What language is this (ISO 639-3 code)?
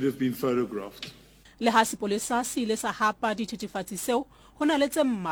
sot